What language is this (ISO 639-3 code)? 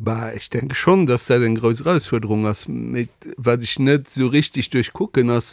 ltz